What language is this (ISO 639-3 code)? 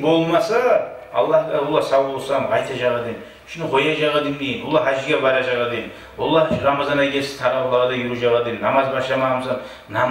kum